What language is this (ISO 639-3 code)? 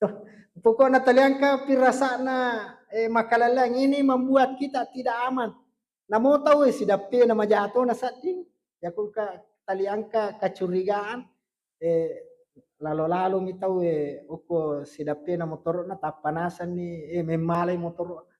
bug